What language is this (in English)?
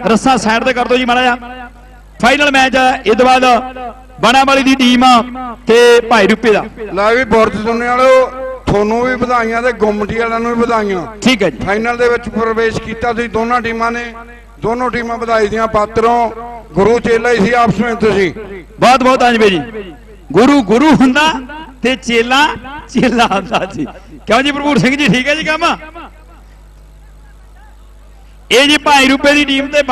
Punjabi